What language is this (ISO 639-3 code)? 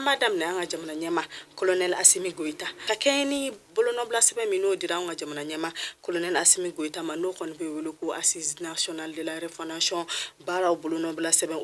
bam